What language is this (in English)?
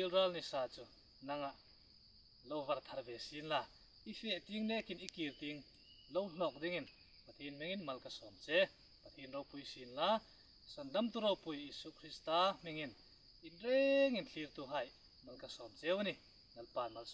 Hmar